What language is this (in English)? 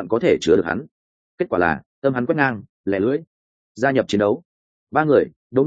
Vietnamese